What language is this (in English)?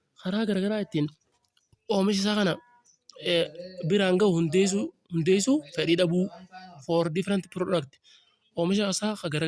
Oromo